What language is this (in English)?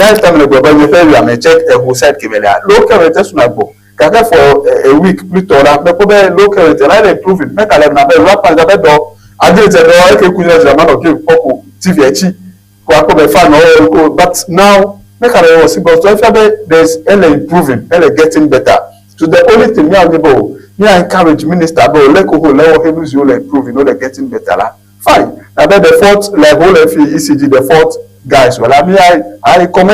Ewe